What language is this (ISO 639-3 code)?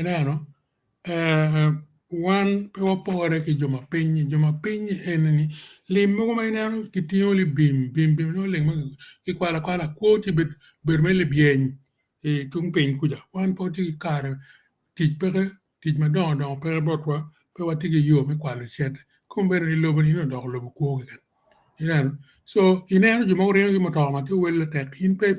ach